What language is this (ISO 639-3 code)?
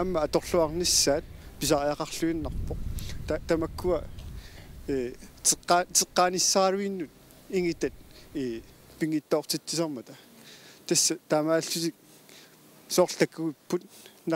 kal